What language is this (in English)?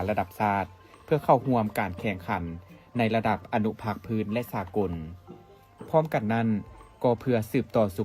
Lao